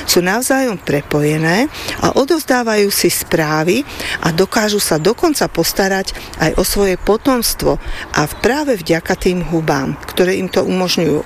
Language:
Slovak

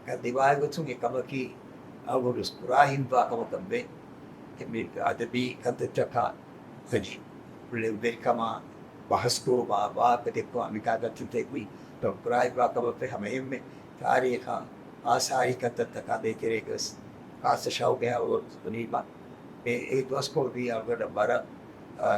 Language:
Divehi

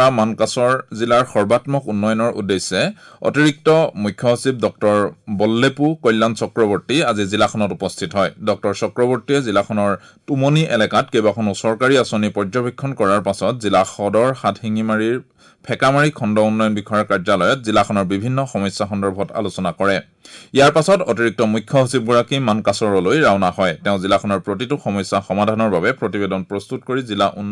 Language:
Assamese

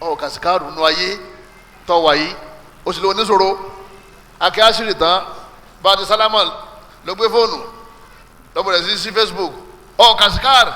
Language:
Yoruba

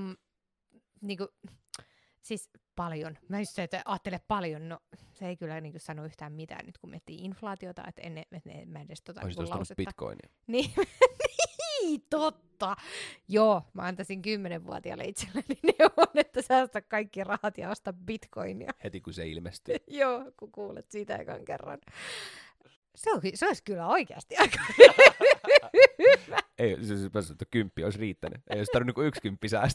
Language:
Finnish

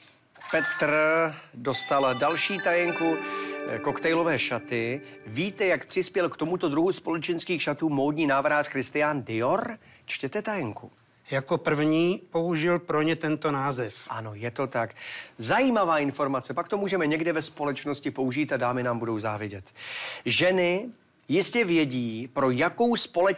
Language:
Czech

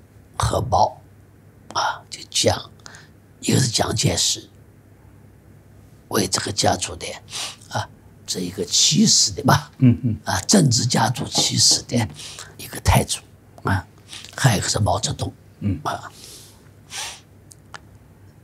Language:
Chinese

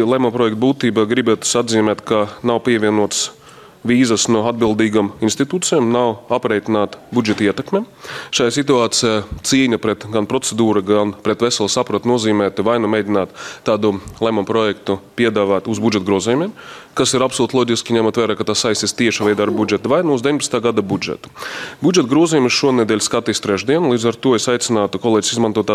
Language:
Latvian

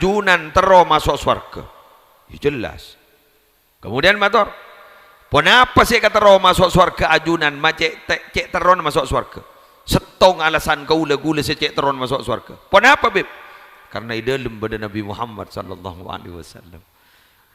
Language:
Madurese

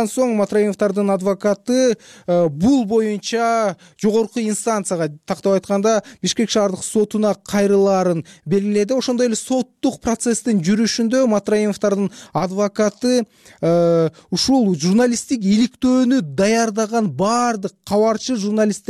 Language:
Kyrgyz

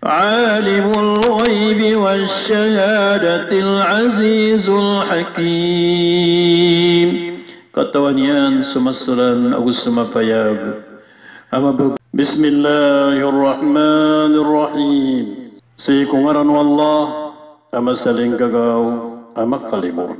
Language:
Maranao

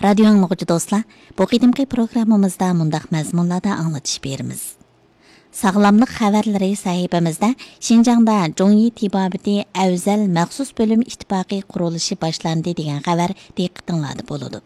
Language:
Uyghur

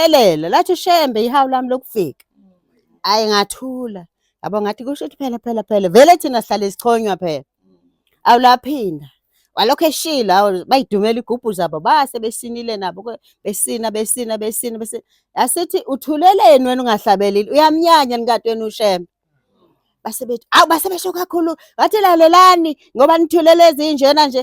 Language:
Zulu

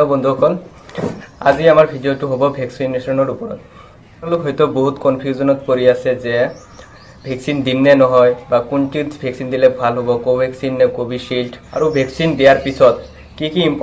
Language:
Assamese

